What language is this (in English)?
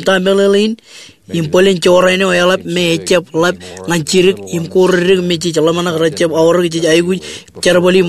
Marshallese